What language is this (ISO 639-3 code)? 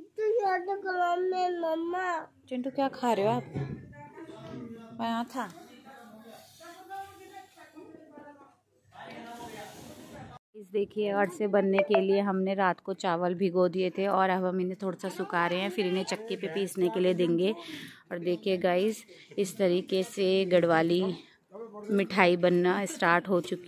hin